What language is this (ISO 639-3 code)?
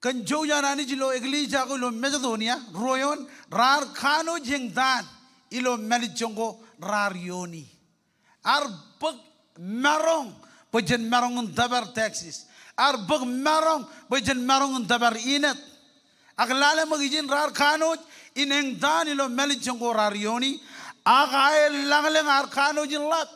mah